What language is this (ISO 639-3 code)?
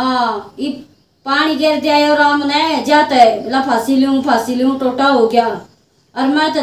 bgc